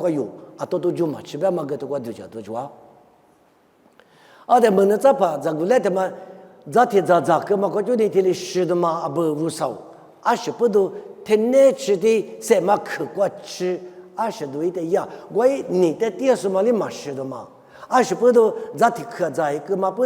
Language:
Lisu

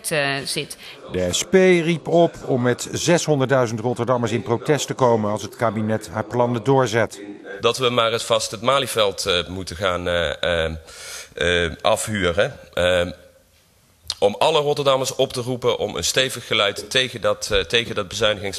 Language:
Dutch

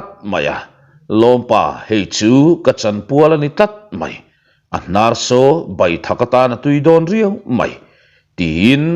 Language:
Mizo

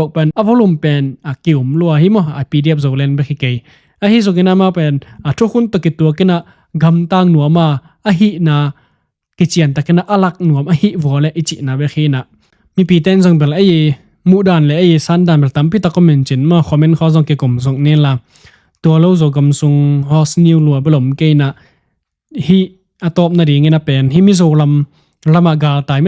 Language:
Tedim Chin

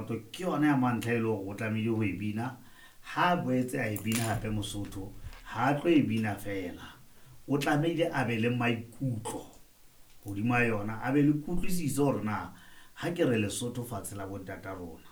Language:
Southern Sotho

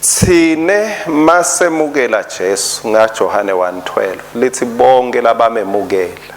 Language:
Swati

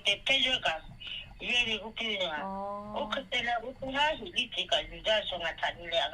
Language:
Lahu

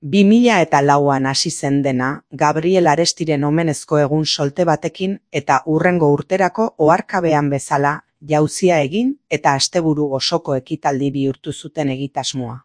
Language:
Basque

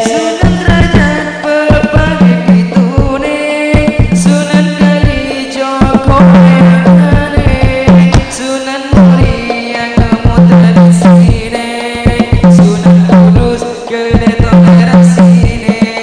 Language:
Madurese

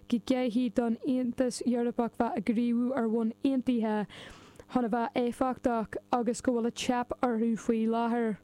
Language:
Irish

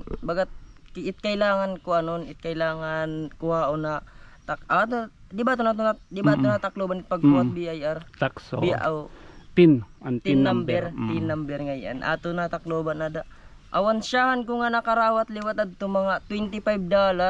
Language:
Waray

